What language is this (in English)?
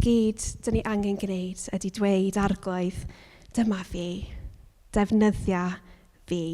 Welsh